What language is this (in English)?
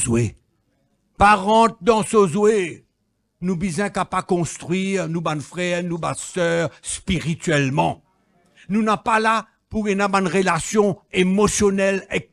Morisyen